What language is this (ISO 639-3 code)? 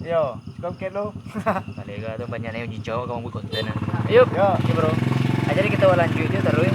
min